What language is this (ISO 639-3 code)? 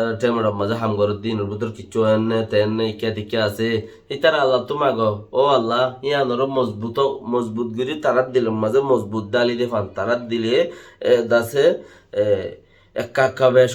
rhg